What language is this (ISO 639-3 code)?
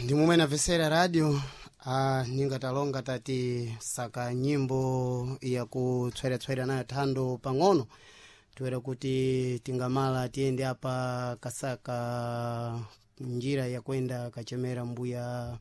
seh